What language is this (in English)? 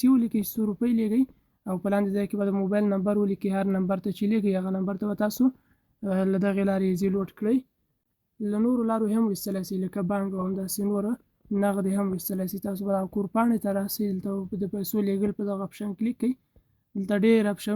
Pashto